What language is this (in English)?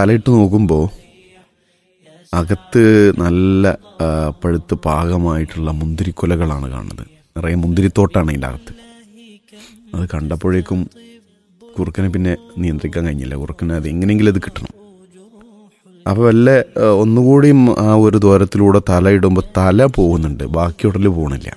Malayalam